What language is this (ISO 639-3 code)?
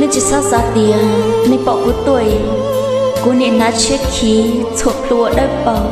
hmn